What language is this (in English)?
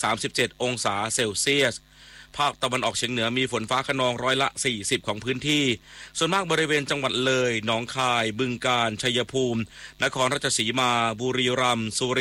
Thai